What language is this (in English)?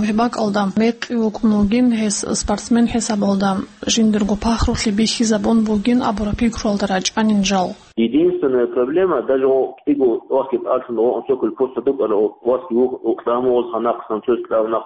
Avaric